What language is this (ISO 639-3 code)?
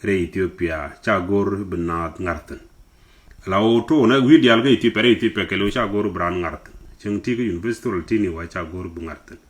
nus